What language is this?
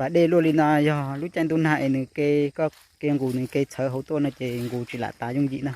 Hmong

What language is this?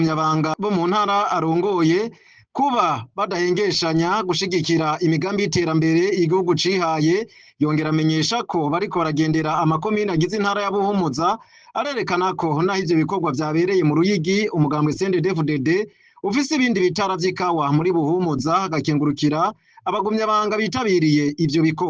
Rundi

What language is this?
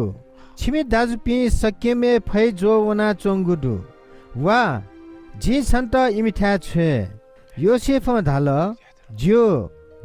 Newari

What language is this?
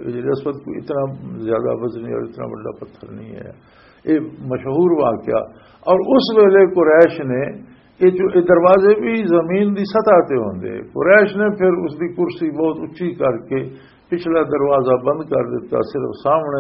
Western Panjabi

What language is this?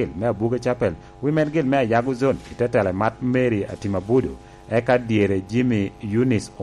Lango (Uganda)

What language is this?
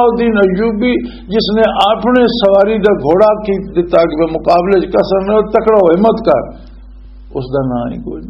Western Panjabi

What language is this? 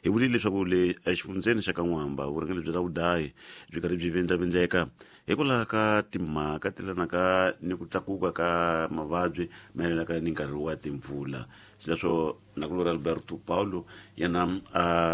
Tsonga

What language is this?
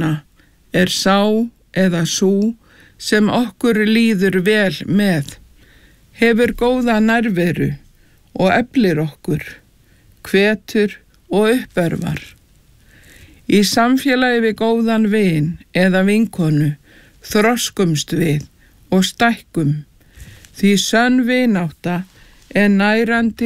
Icelandic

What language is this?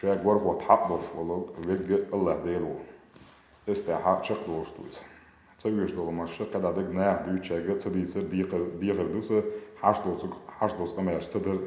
Chechen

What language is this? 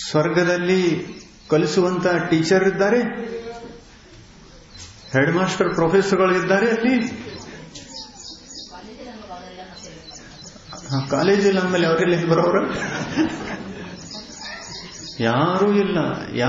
Kannada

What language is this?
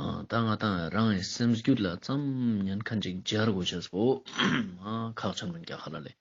Ladakhi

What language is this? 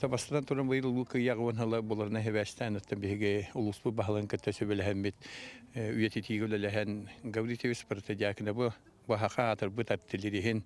Yakut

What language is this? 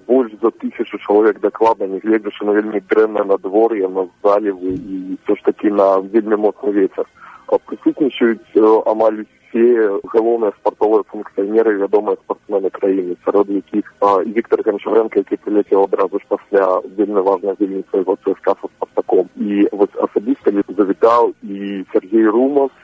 Belarusian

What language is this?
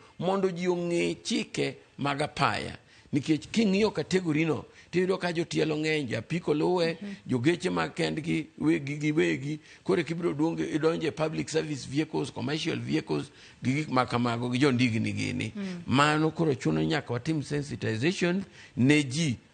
Luo (Kenya and Tanzania)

